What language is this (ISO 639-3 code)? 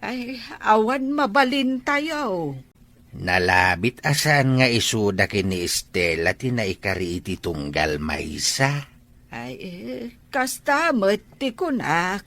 ilo